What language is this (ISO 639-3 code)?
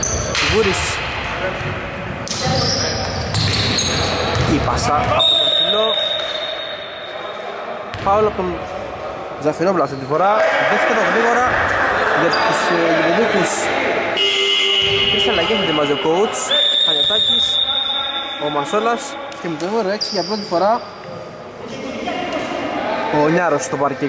ell